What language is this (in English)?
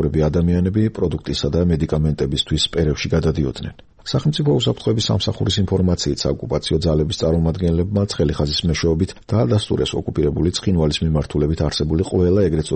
Georgian